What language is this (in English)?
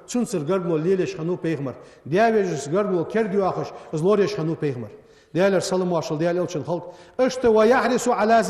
Ingush